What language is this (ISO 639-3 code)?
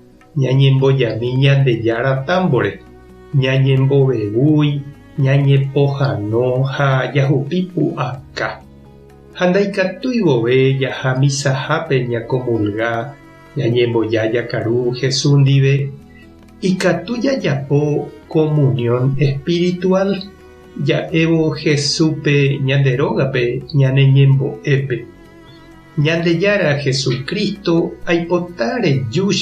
grn